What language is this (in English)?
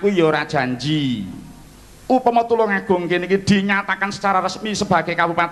Javanese